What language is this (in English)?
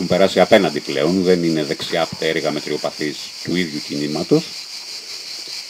Greek